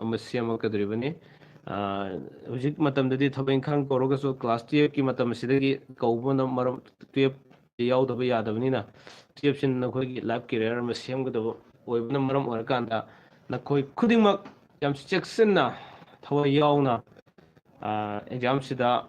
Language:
Manipuri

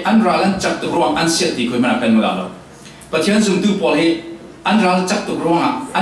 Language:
Falam Chin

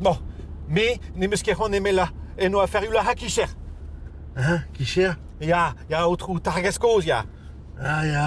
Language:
Breton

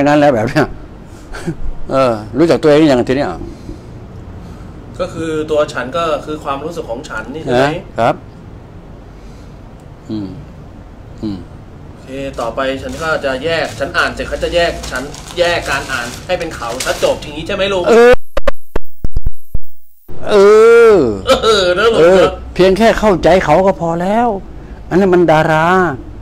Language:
Thai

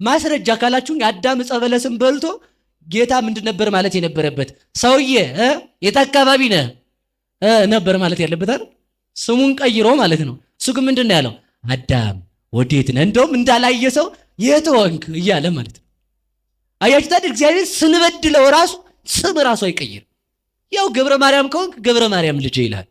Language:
Amharic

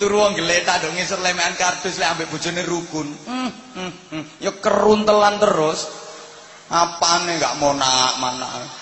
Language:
Javanese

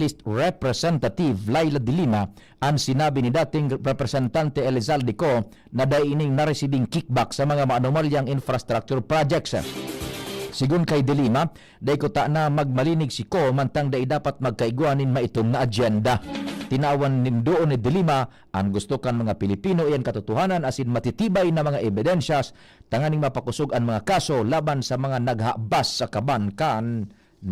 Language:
Bikol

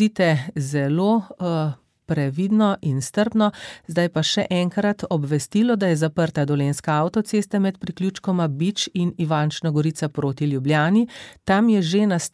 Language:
Slovenian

